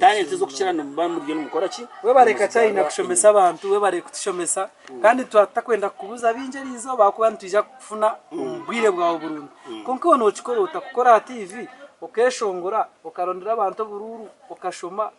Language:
Nyankole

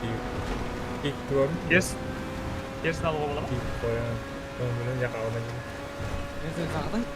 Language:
Kara-Kalpak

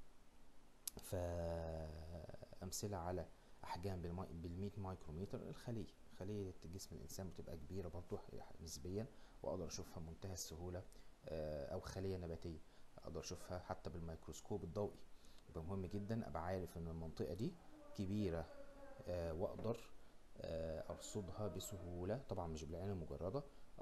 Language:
Egyptian Arabic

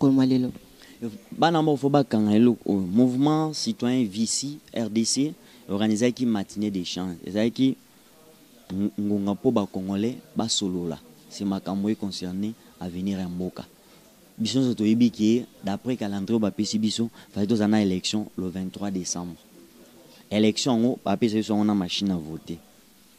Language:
Lingala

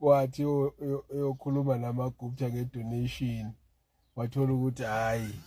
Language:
Zulu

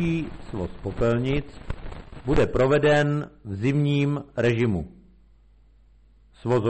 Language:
Czech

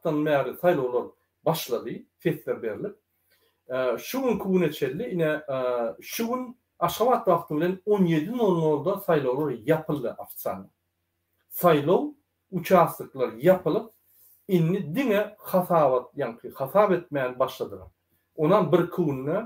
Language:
Turkmen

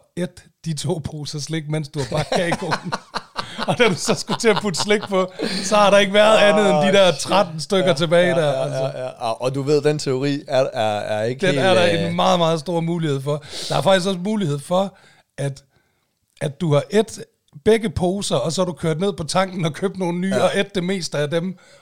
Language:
Danish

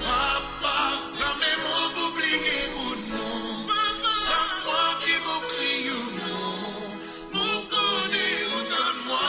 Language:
Morisyen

